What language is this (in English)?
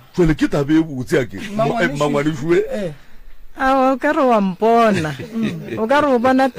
Northern Sotho